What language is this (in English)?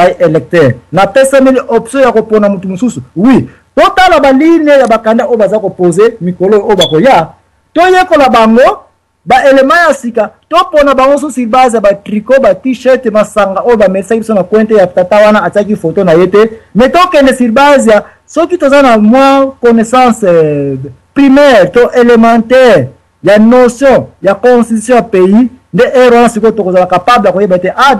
Lingala